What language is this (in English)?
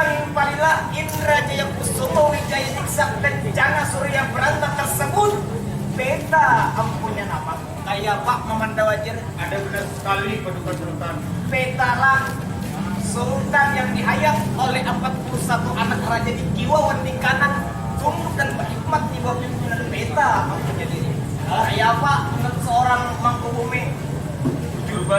Banjar